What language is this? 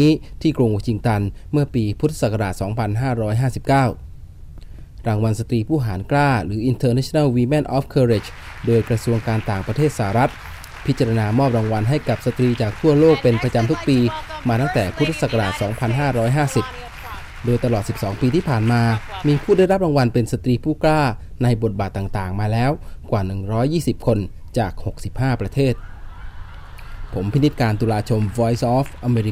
Thai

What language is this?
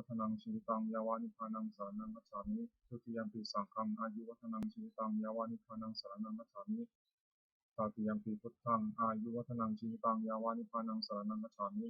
Pali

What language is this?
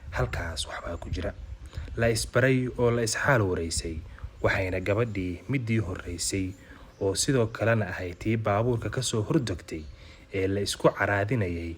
Somali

